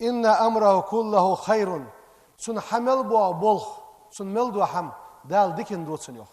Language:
Ingush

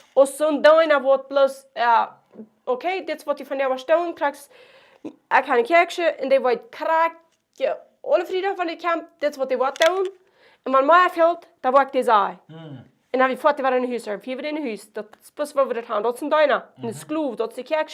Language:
Plautdietsch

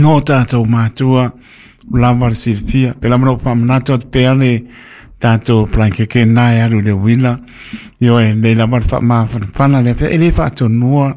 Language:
Samoan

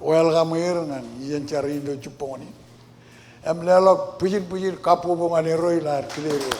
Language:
Marshallese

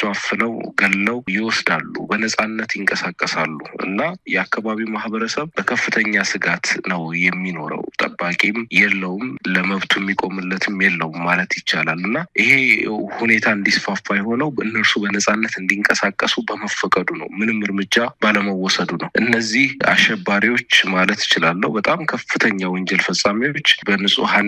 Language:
Amharic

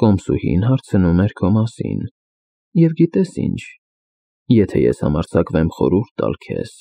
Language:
Armenian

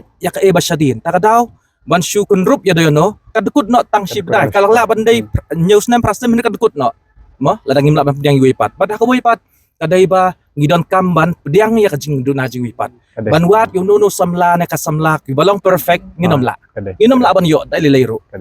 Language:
Khasi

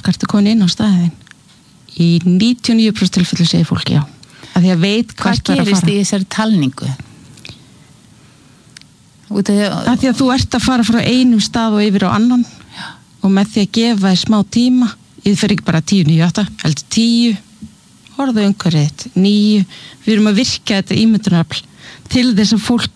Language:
Icelandic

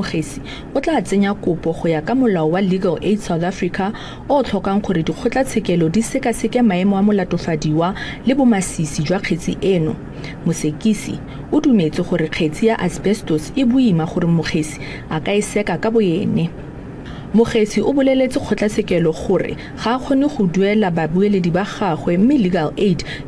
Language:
Tswana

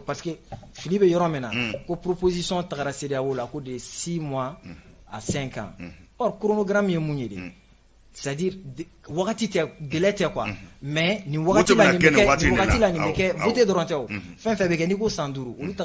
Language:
Bambara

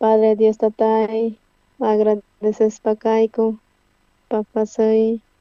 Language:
South Bolivian Quechua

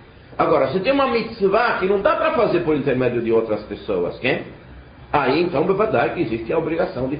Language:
Portuguese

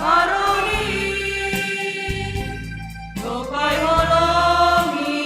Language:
Batak Simalungun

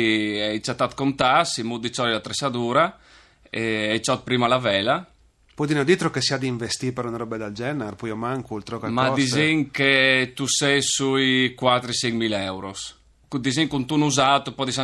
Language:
Friulian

